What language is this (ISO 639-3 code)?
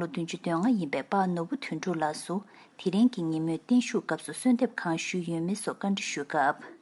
bod